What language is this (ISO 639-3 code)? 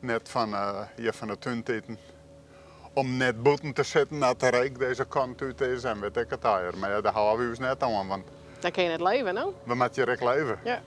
fry